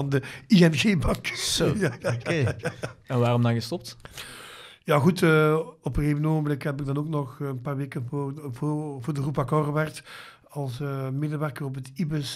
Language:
Dutch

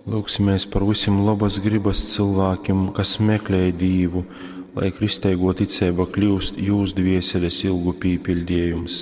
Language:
Latgalian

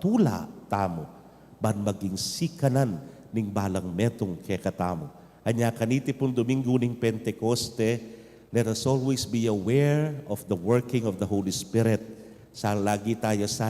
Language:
Pampanga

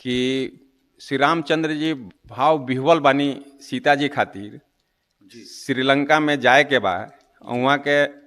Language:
Bhojpuri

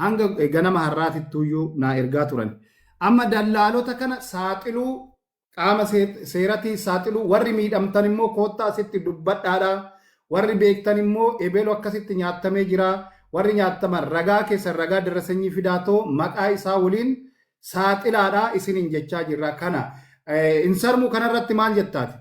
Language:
Oromo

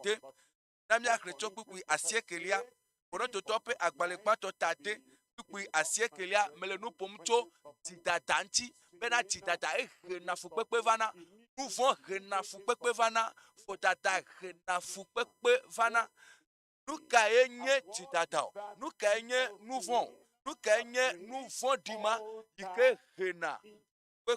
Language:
Ewe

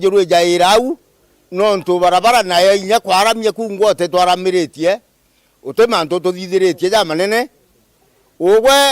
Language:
Meru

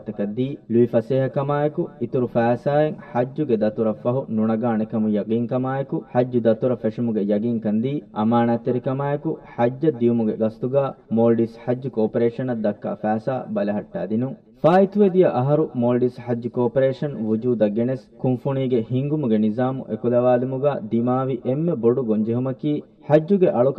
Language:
Divehi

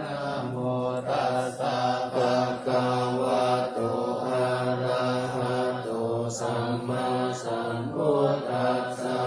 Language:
Pali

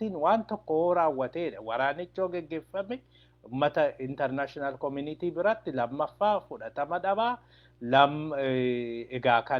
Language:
Oromo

